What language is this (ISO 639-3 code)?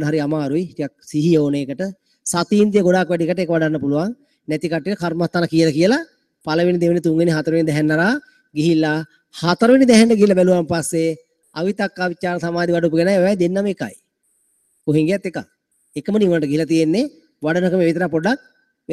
sin